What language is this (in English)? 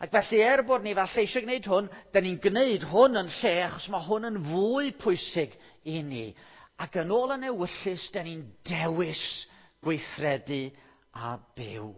Welsh